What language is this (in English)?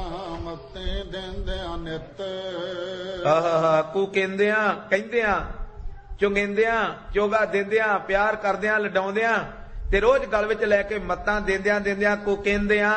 Punjabi